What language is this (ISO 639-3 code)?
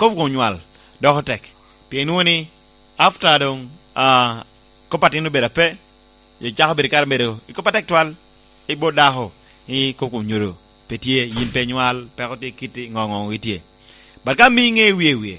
laj